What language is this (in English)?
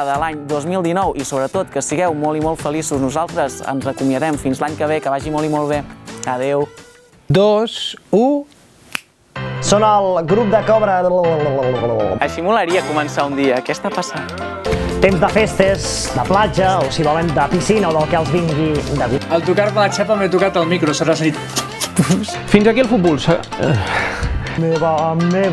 Catalan